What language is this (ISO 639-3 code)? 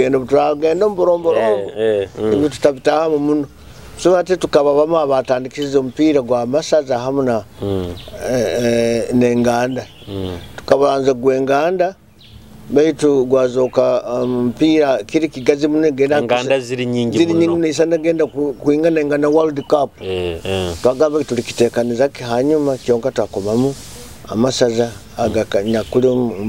nyo